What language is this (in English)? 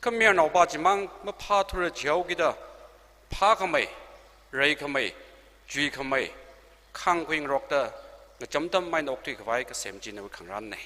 Tangkhul Naga (India)